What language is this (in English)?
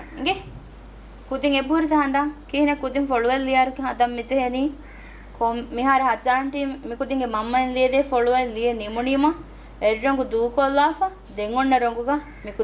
Divehi